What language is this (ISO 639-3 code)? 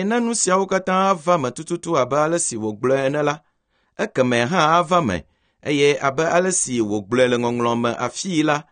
ewe